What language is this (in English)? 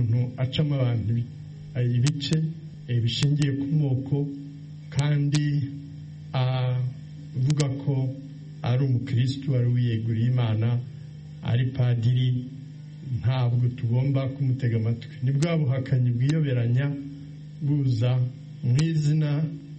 Kinyarwanda